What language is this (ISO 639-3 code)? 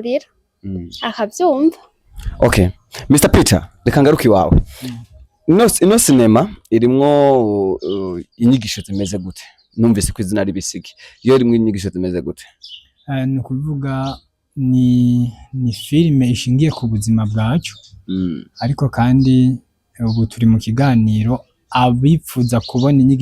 run